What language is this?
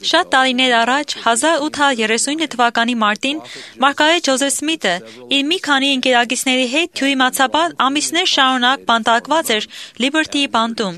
Armenian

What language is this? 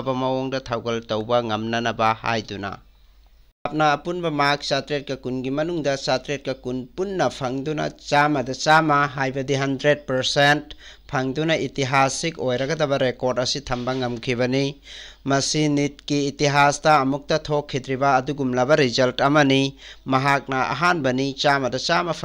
Manipuri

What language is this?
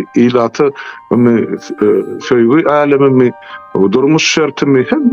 Turkmen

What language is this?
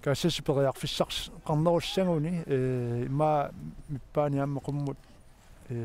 Kalaallisut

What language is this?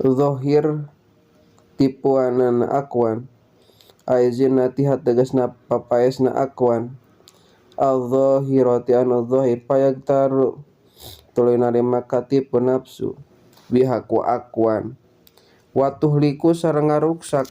Sundanese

